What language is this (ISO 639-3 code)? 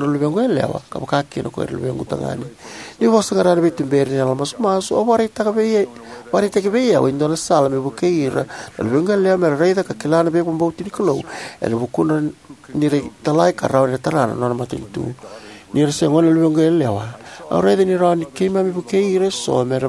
fij